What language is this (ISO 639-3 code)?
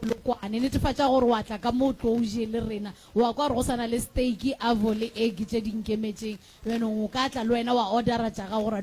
nso